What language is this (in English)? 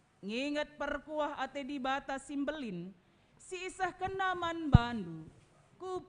Batak Karo